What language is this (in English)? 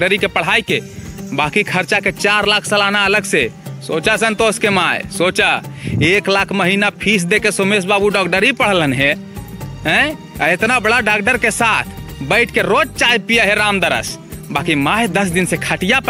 Magahi